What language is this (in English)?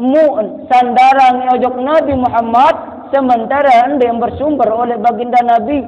Sasak